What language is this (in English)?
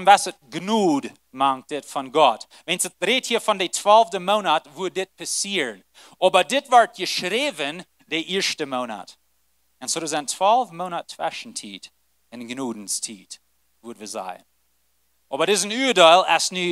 Plautdietsch